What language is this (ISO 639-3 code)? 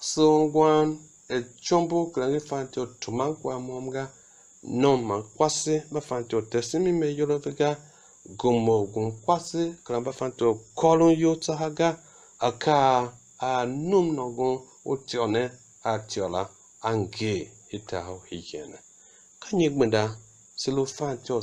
tiv